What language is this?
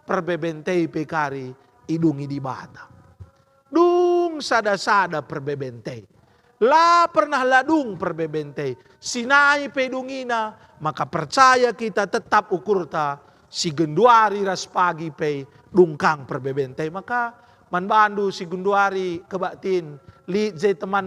Batak Karo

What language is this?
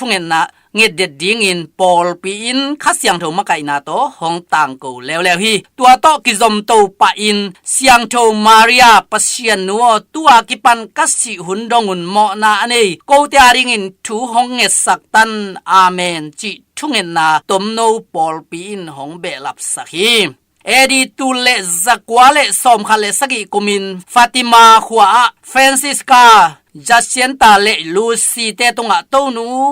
Tedim Chin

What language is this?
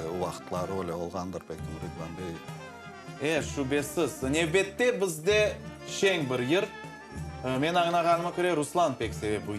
Crimean Tatar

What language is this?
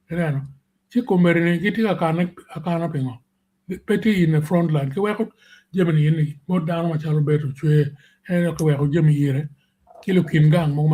Acoli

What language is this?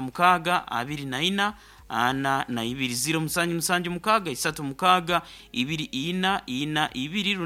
Nyoro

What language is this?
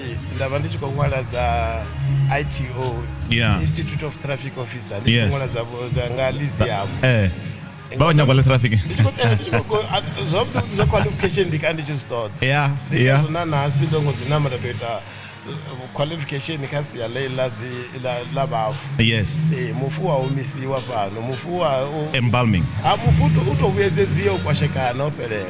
Venda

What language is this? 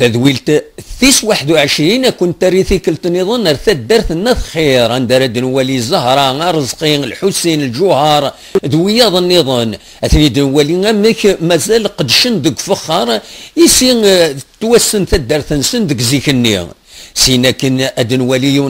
Kabyle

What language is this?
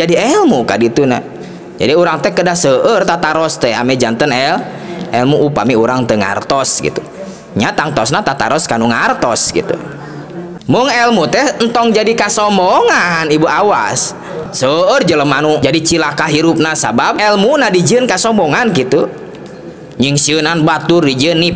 Sundanese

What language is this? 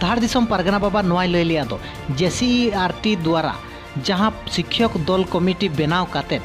Santali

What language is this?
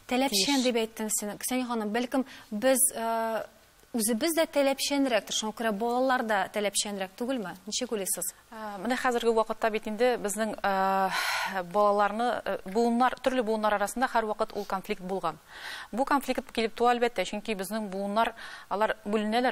Tatar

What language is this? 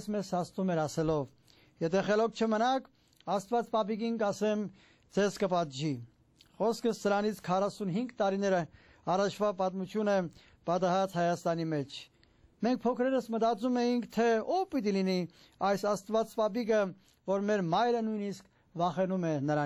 Armenian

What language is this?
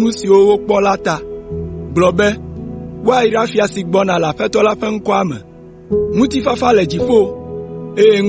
Ewe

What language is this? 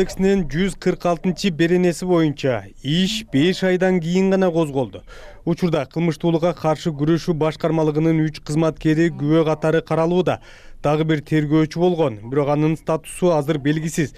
Kyrgyz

